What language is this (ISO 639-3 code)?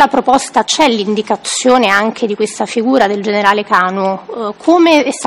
ita